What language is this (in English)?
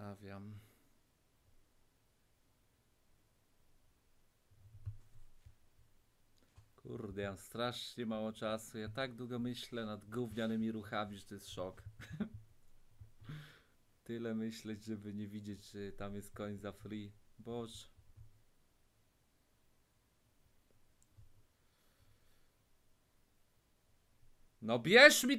Polish